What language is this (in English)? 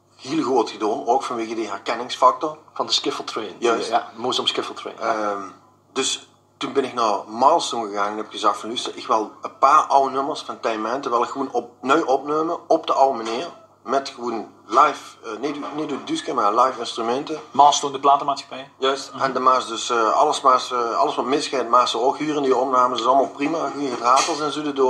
Limburgish